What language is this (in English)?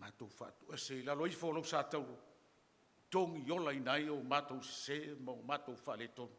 Samoan